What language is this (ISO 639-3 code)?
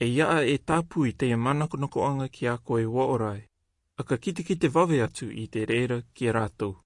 rar